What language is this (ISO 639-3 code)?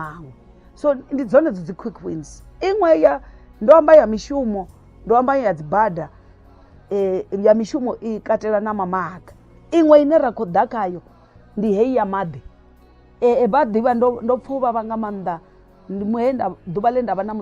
ven